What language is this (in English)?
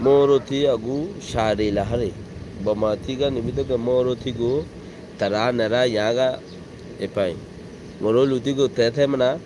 Rohingya